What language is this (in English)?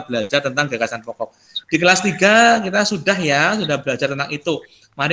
Indonesian